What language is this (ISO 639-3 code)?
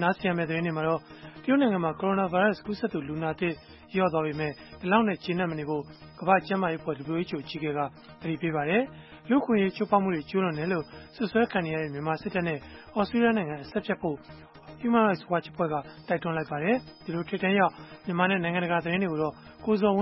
mya